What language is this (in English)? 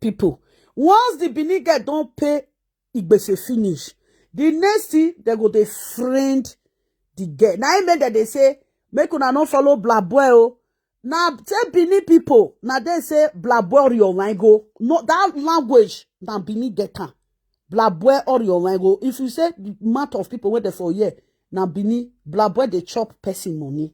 Nigerian Pidgin